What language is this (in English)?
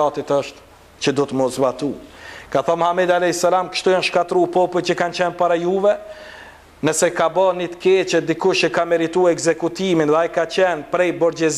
Albanian